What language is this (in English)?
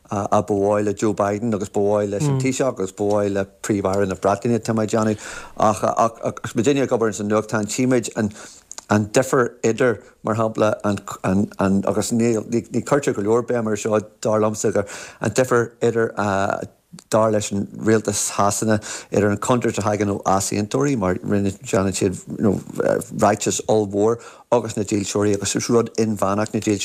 Irish